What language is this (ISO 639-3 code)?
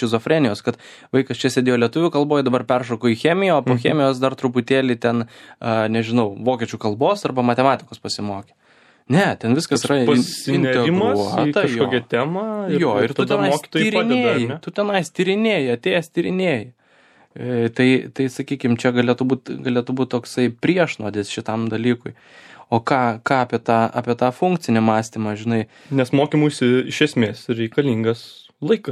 lit